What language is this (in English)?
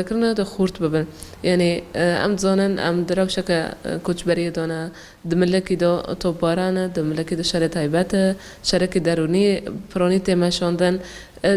Kurdish